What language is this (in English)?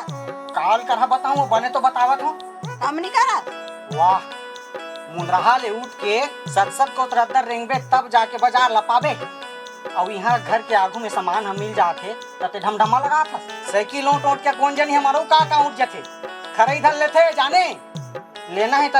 Chhattisgarhi